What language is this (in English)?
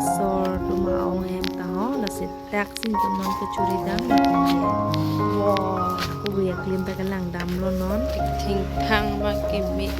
Karbi